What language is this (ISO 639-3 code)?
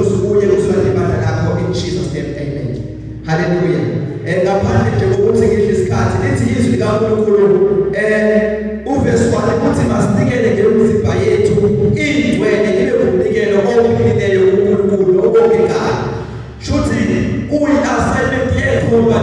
zul